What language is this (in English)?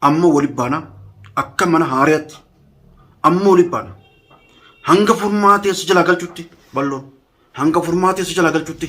Oromo